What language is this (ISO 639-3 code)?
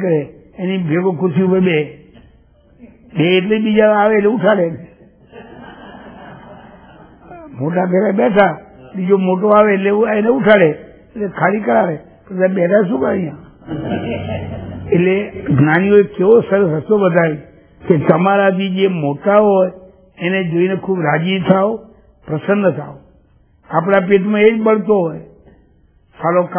guj